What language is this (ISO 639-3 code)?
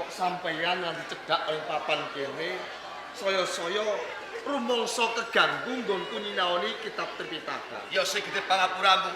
jav